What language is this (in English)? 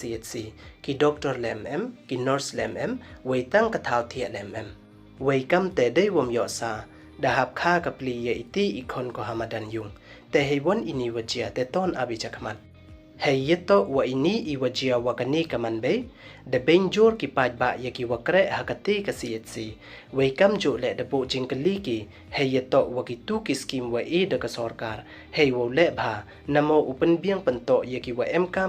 Pnar